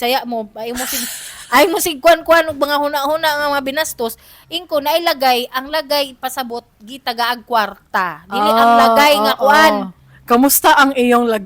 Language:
Cebuano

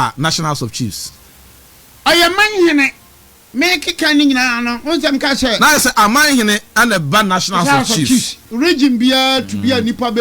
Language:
Akan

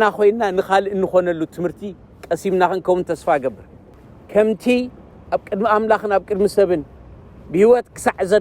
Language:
Tigrinya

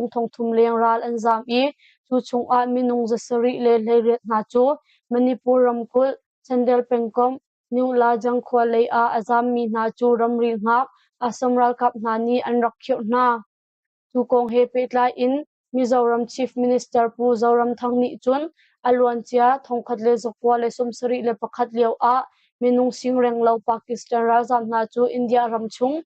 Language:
Hakha Chin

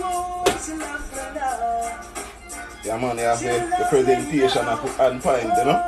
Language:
Jamaican Creole English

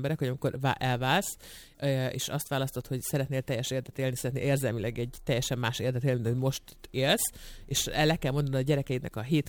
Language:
Hungarian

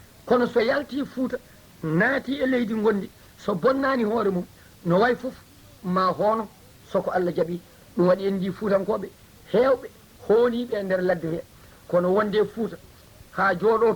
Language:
Fula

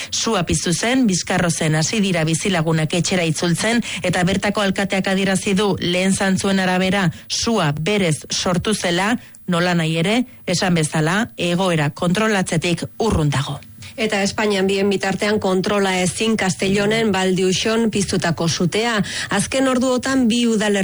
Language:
Basque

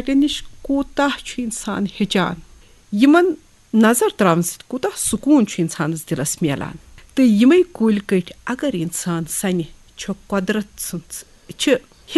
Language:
Kashmiri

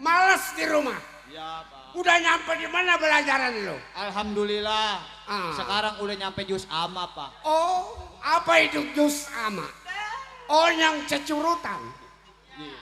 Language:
Betawi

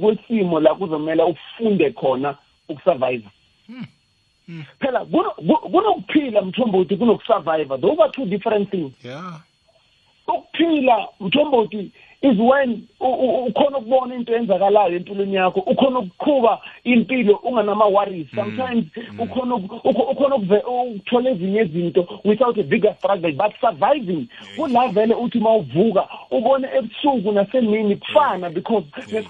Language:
South Ndebele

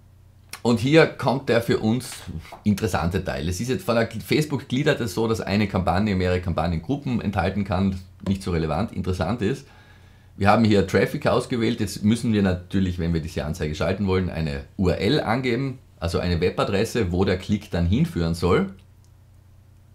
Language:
German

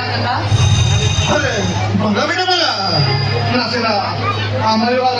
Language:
Santali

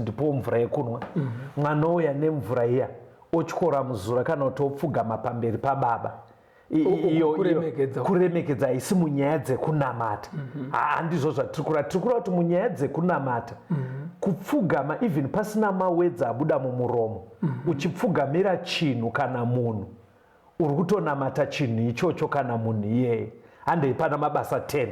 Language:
Shona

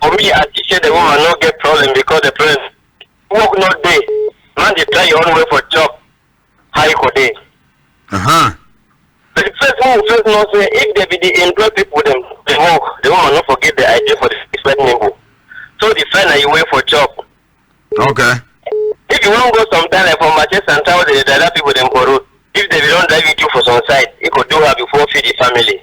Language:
Cameroon Pidgin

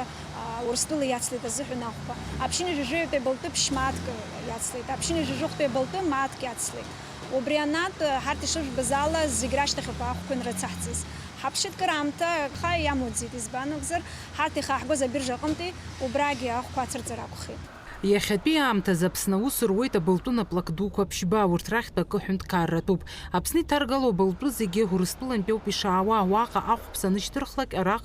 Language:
Abkhazian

